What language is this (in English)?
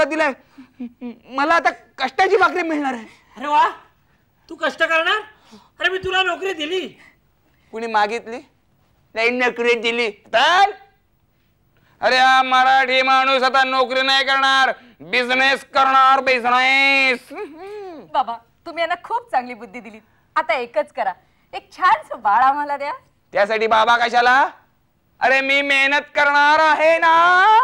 Marathi